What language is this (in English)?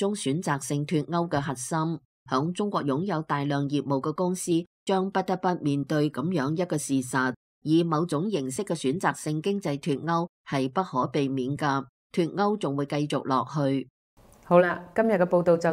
Cantonese